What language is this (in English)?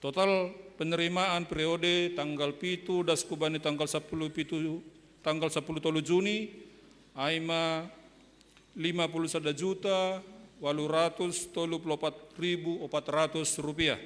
Batak Simalungun